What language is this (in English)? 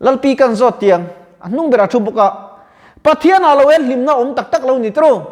Mizo